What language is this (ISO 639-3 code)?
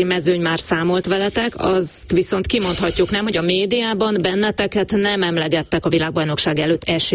hun